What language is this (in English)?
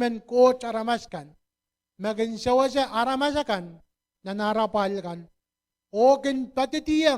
Pohnpeian